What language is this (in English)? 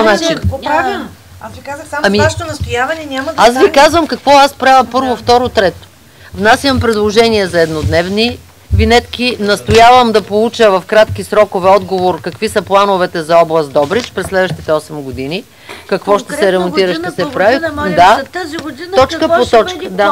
Bulgarian